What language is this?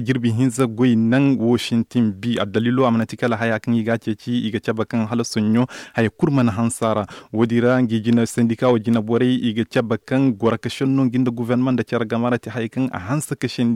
Zarma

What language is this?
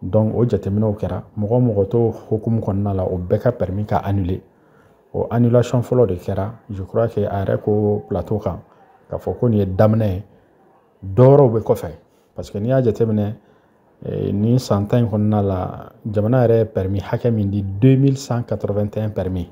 Bambara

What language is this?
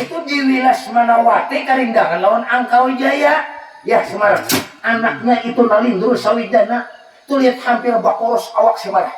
Banjar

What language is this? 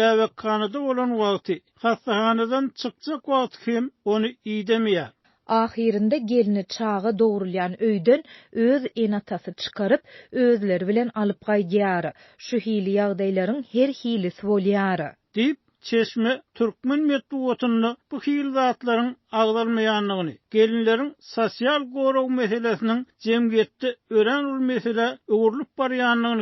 Turkmen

